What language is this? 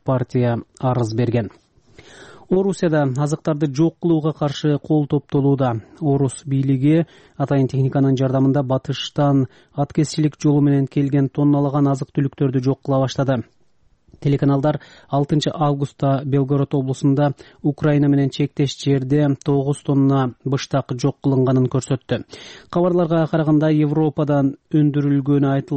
Kyrgyz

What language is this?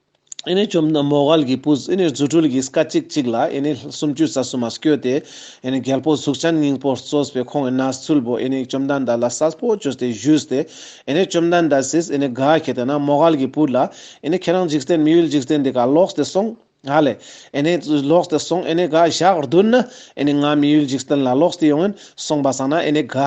Ladakhi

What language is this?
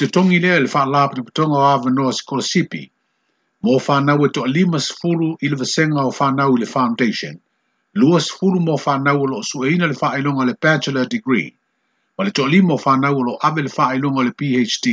Samoan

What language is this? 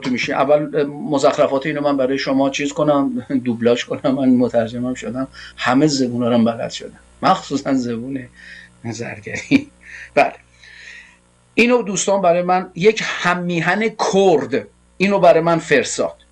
Persian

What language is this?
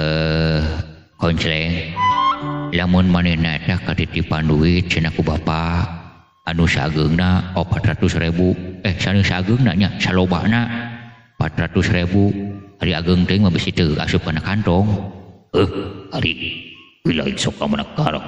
Sundanese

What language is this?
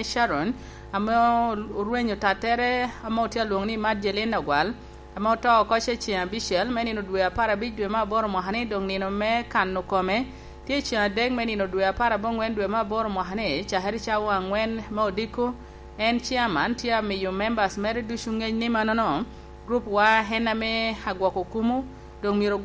Lango (Uganda)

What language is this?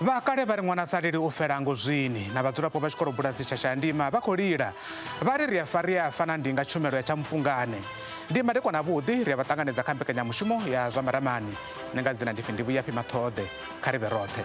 Venda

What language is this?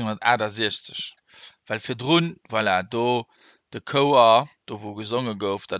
Luxembourgish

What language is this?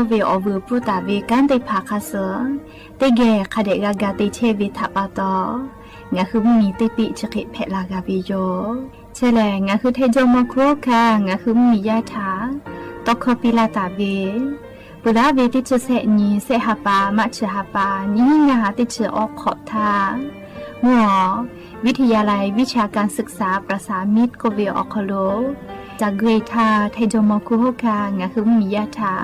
Lahu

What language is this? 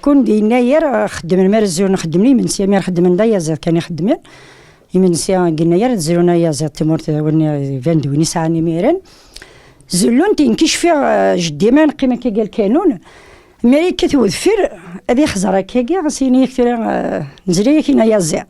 Kabyle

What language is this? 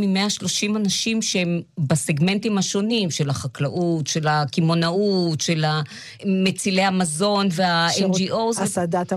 Hebrew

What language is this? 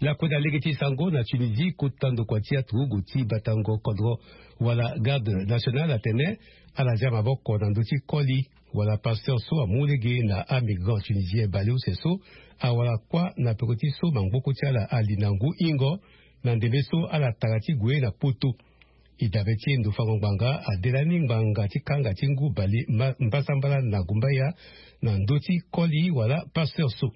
Sango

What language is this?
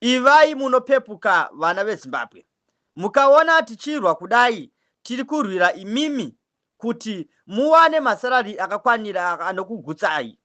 Shona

